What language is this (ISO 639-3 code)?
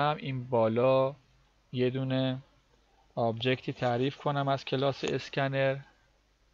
fas